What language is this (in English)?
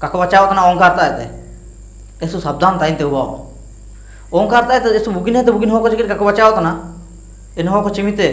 Ho